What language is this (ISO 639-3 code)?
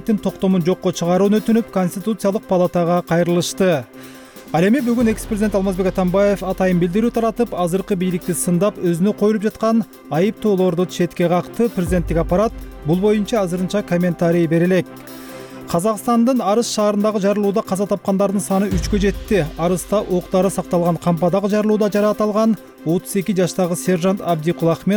kir